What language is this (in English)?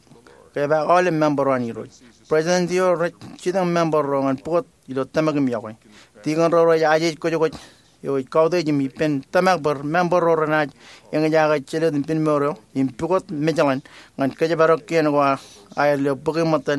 Marshallese